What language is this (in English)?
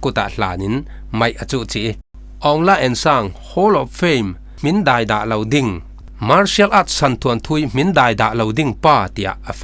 Falam Chin